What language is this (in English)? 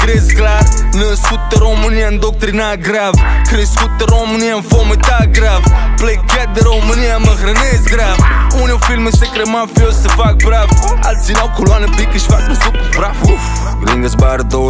Romanian